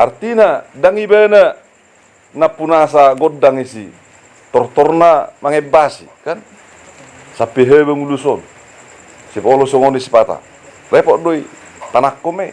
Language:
Batak Toba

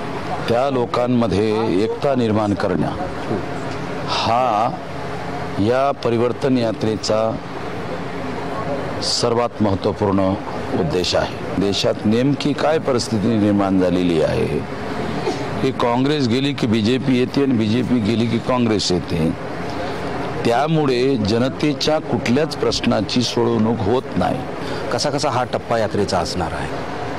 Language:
Marathi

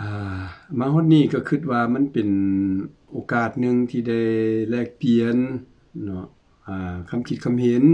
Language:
Lao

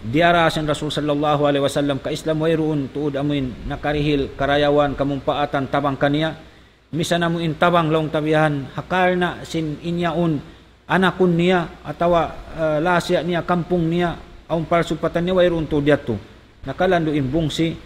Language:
Tausug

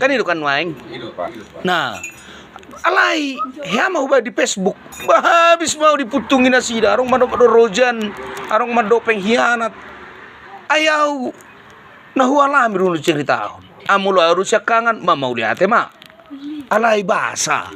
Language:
Batak Toba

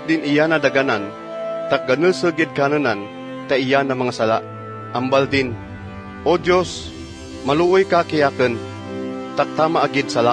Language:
Kagayanen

